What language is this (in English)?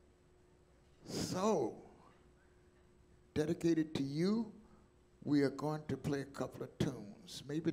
English